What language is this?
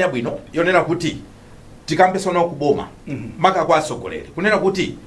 Nyanja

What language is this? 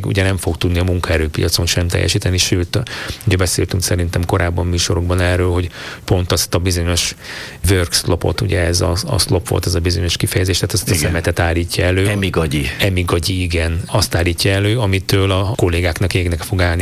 Hungarian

